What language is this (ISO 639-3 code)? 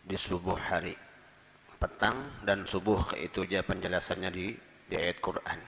bjn